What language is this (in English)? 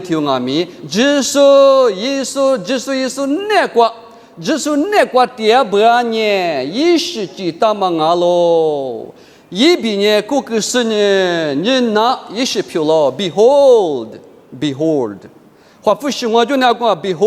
Lisu